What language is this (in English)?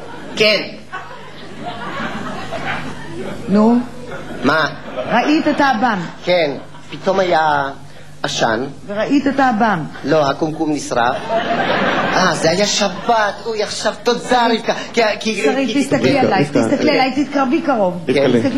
Hebrew